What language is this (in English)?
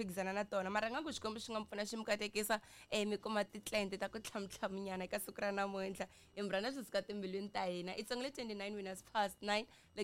Tsonga